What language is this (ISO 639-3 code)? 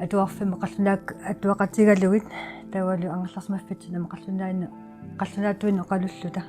kal